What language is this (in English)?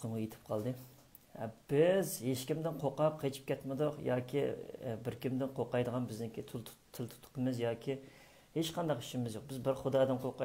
Uyghur